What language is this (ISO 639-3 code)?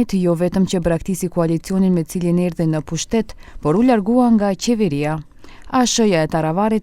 sqi